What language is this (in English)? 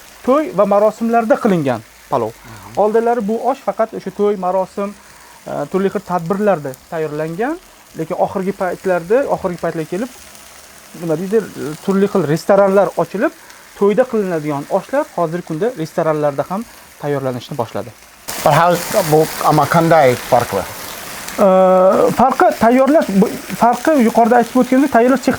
Uzbek